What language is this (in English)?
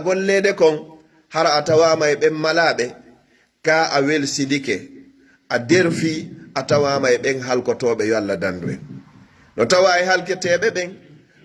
Pular